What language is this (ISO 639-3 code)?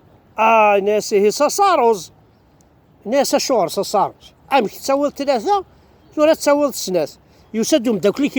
kab